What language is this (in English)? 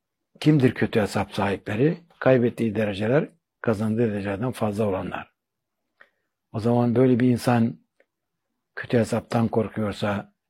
Turkish